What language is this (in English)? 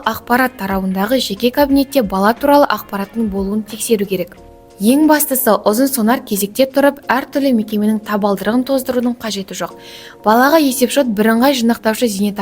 Kazakh